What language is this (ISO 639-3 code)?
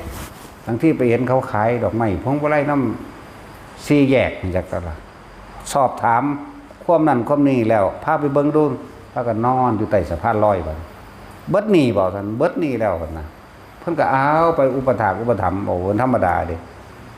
tts